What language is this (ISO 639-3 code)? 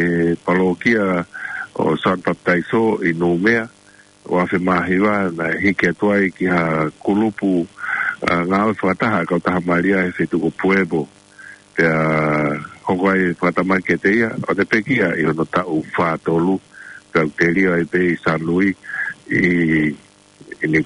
ton